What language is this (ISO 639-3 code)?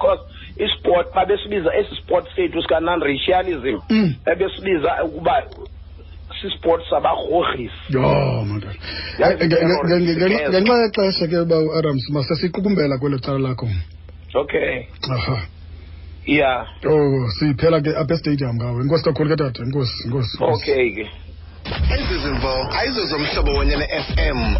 xho